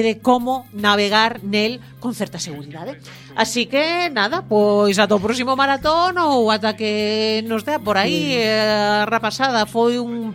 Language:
Galician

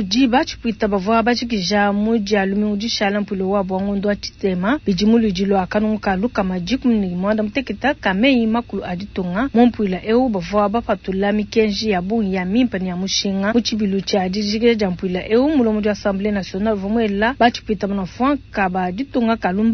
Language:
Luba-Lulua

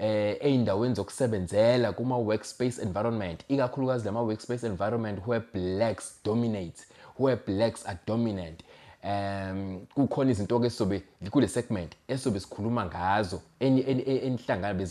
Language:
Zulu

